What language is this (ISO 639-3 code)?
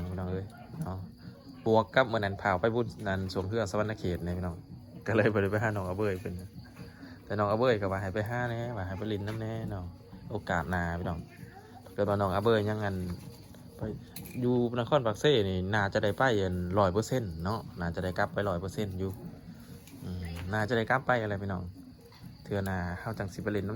lao